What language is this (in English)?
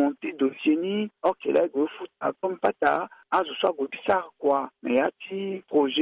Sango